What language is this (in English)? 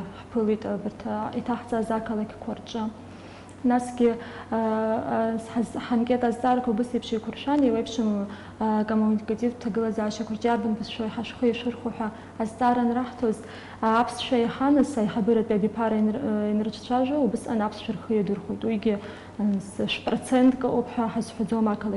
Abkhazian